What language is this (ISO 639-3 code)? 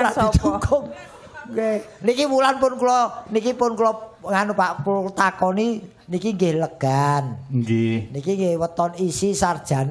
jav